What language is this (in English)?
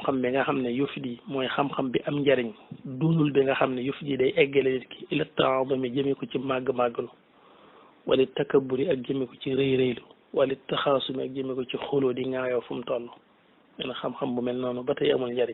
Wolof